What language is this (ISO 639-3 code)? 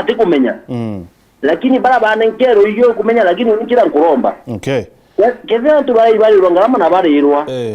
mer